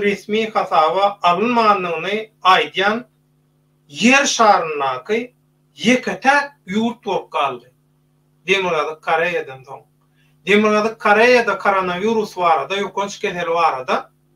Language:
Turkmen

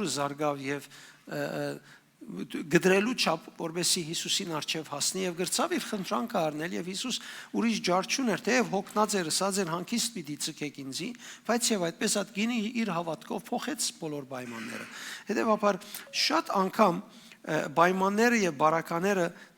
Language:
Western Armenian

